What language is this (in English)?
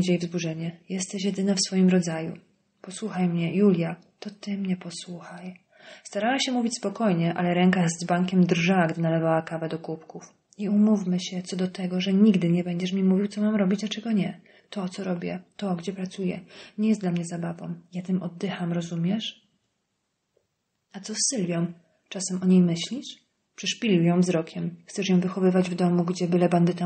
Polish